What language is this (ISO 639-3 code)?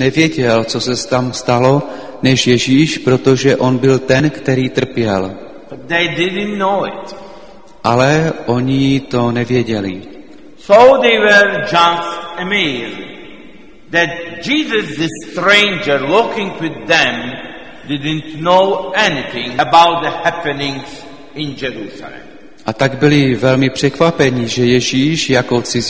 ces